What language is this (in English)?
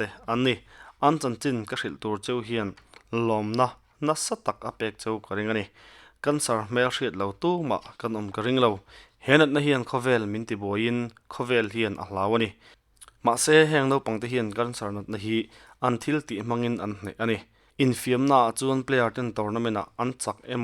Mizo